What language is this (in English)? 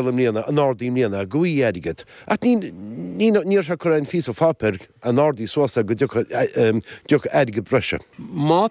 Irish